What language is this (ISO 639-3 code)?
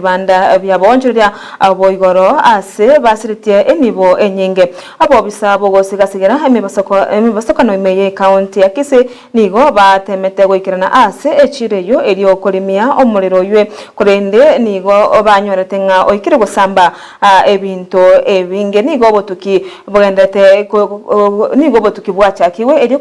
guz